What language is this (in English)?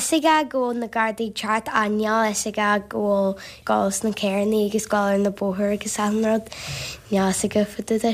Irish